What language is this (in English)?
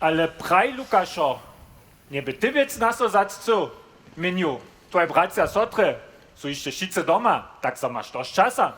Upper Sorbian